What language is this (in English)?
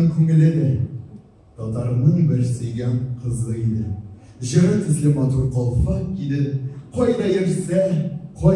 Tatar